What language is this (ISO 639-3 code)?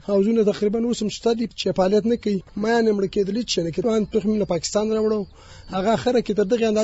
pus